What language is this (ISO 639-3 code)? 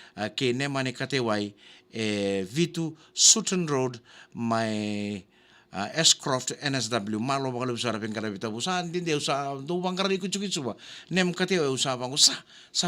fij